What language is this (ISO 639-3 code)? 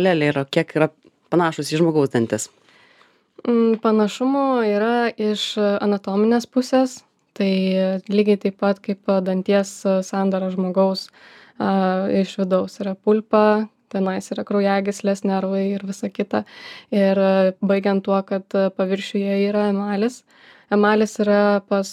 lit